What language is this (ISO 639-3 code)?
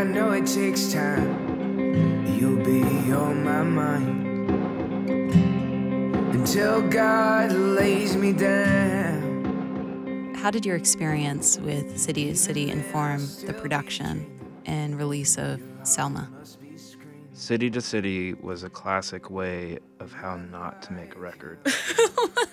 eng